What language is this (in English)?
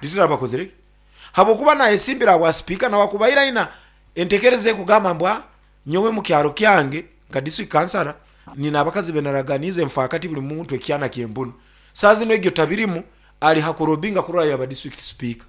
Nyankole